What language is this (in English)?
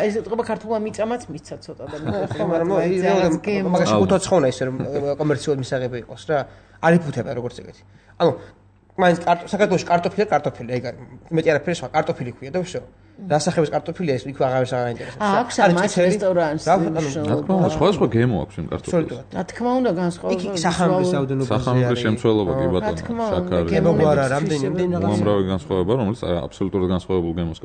Georgian